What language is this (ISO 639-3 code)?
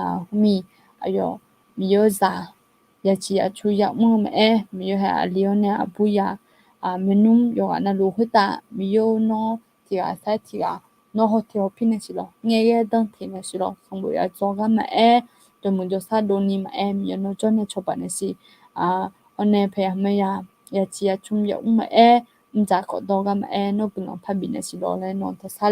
ahk